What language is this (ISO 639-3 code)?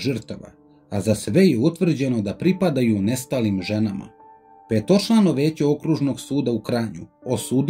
srp